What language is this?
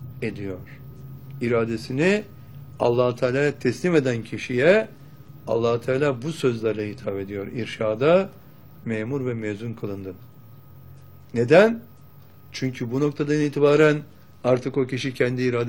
Turkish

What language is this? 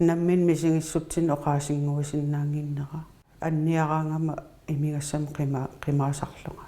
Kalaallisut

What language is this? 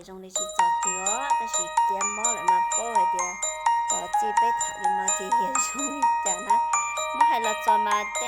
Hmong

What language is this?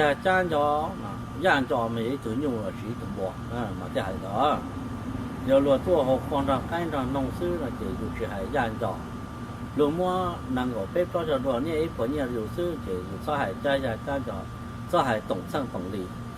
Hmong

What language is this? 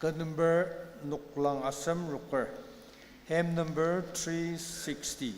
Ao Naga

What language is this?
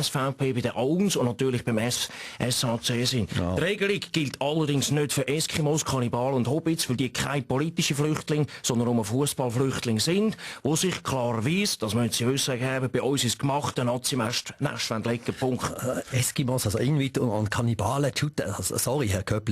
Swiss German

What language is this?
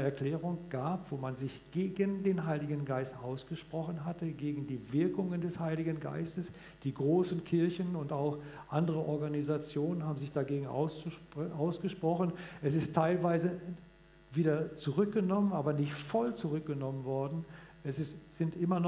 German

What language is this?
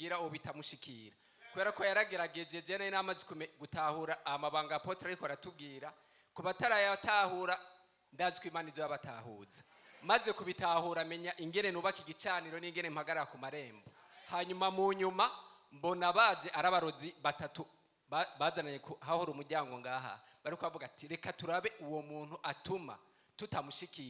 Rundi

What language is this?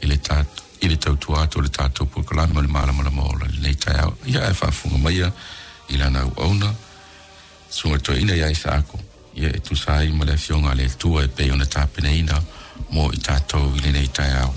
Samoan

